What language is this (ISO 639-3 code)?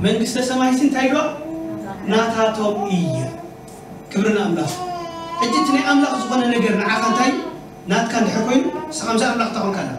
tir